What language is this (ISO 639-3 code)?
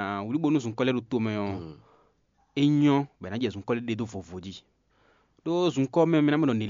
fon